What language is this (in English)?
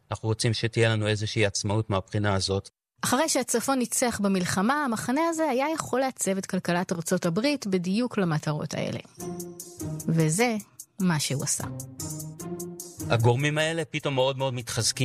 Hebrew